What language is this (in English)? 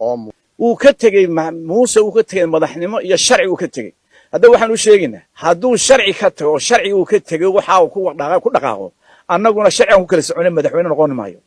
Somali